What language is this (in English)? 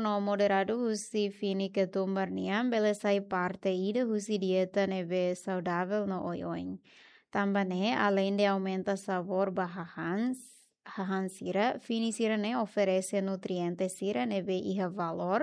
Tetum